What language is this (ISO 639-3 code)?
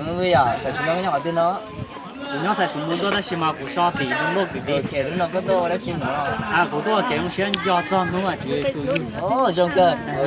hmn